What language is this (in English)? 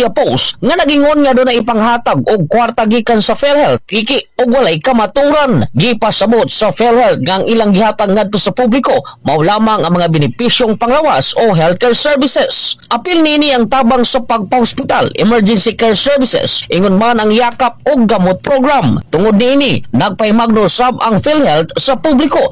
Cebuano